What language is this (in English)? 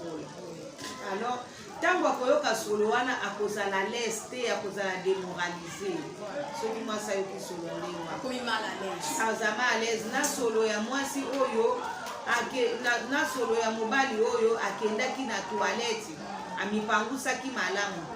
Lingala